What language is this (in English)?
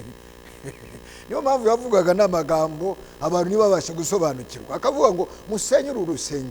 Kinyarwanda